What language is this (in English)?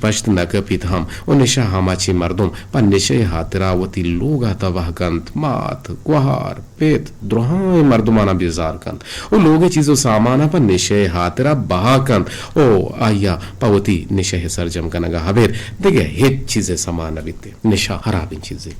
Eastern Balochi